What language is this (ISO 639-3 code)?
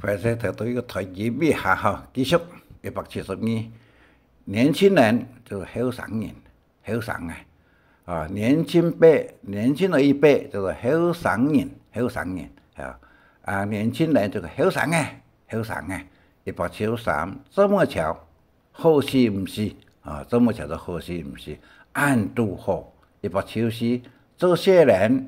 hak